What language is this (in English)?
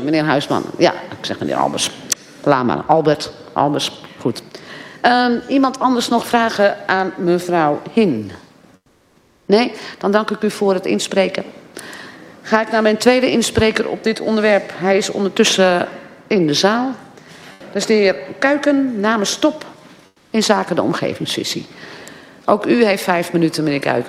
Dutch